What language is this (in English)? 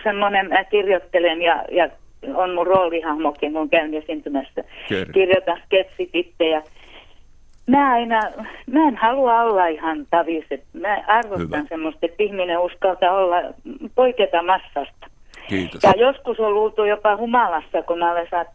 Finnish